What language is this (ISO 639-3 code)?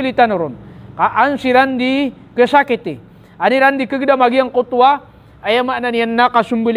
mrw